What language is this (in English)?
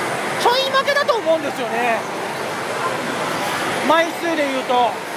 Japanese